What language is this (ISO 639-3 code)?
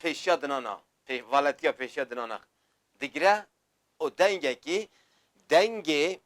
kur